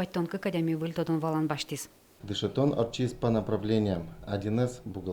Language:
Udmurt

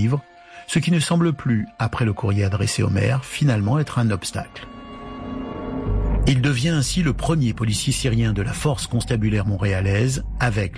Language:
French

